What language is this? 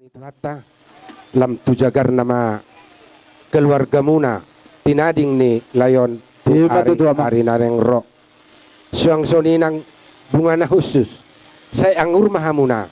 Batak Toba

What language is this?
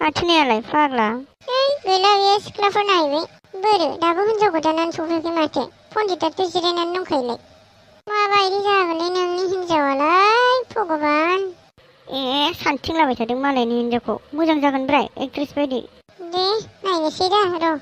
Bodo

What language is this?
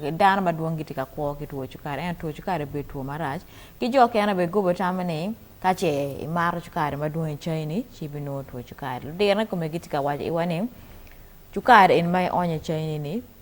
Acoli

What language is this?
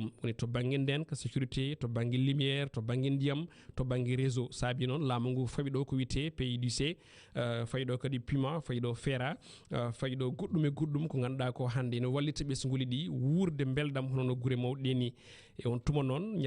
Fula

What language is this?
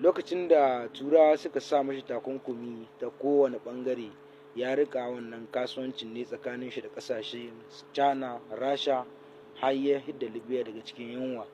Hausa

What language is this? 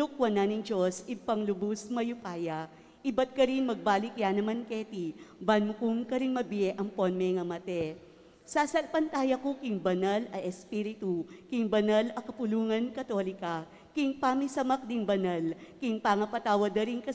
Pampanga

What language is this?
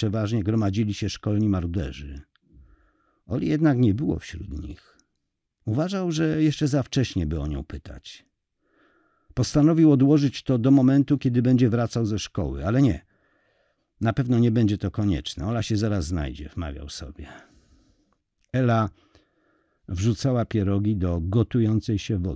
Polish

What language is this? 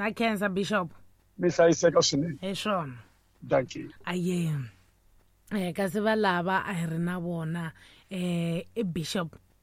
Tsonga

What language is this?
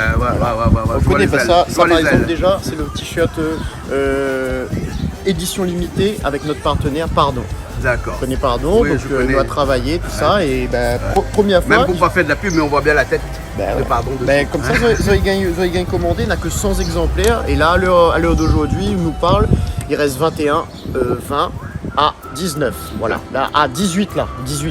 Réunion Creole French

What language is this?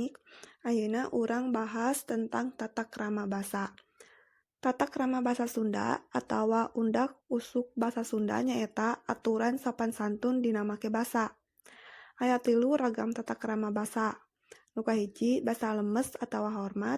Sundanese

